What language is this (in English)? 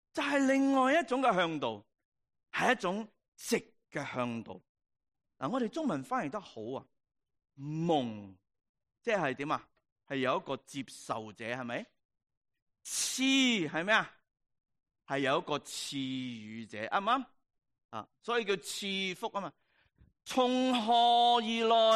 Cantonese